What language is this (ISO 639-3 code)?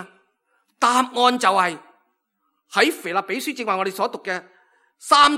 yue